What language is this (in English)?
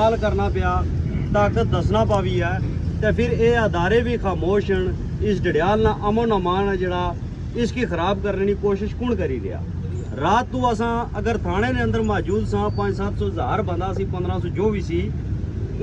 Pahari-Potwari